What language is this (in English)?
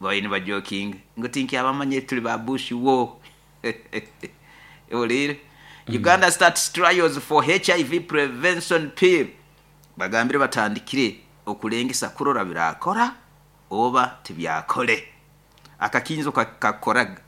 Nyoro